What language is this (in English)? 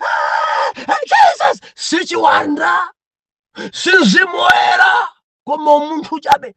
Nyanja